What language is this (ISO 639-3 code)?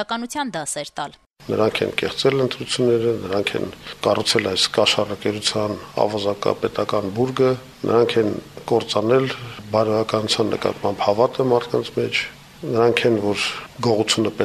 hye